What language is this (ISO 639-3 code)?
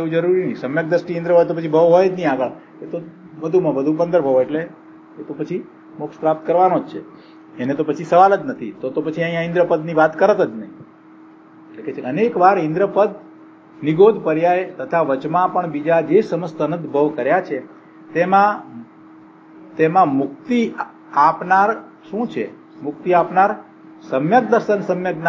guj